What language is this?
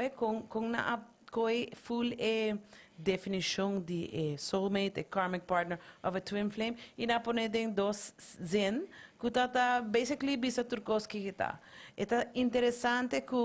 Papiamento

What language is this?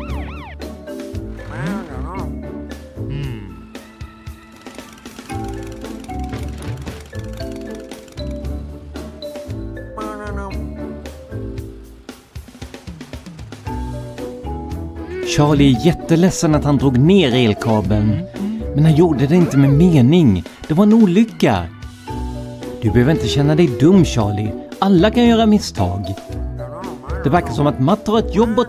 Swedish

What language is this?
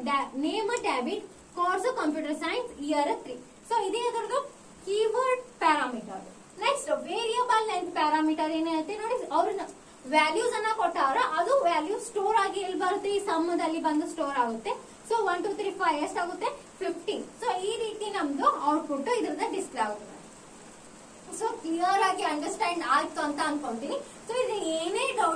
Kannada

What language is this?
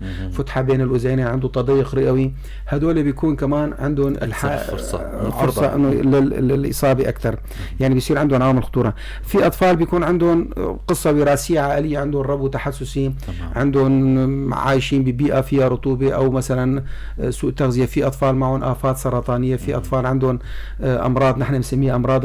North Levantine Arabic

